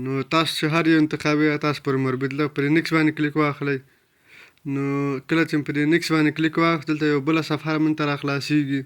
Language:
Pashto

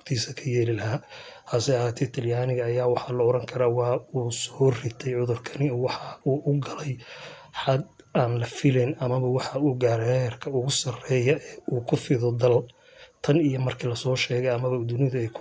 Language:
Somali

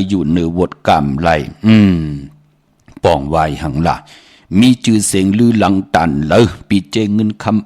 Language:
Shan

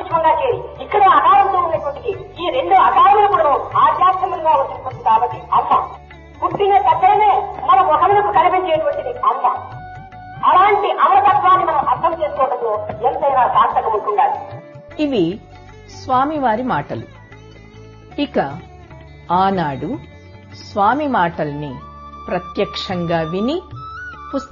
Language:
Telugu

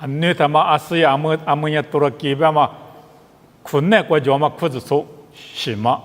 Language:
Lisu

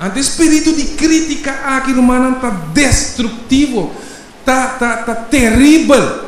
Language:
Papiamento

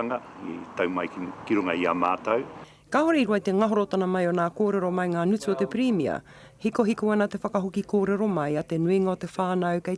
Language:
Māori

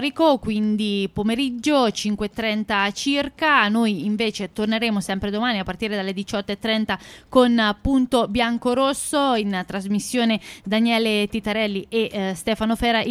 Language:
Italian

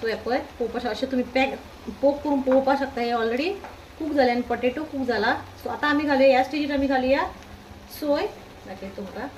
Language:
Konkani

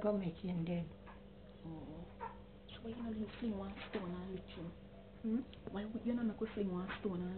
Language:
Jamaican Creole English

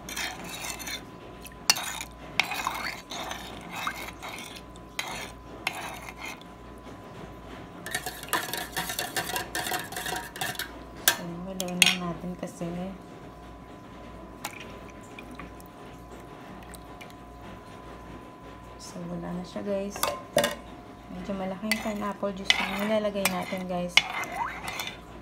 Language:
Filipino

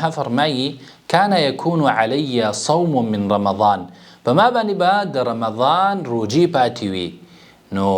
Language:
Pashto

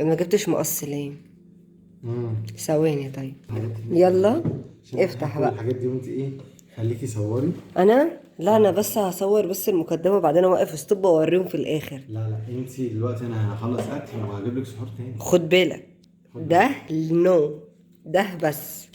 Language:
Egyptian Arabic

